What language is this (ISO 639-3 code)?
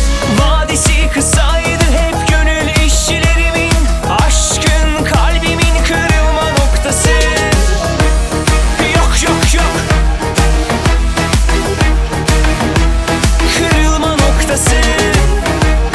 tur